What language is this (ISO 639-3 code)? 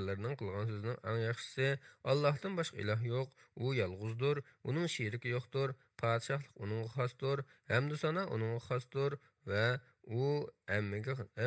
uig